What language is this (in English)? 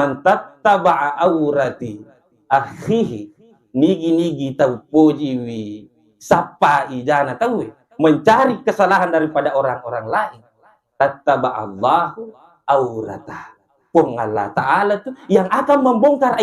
Buginese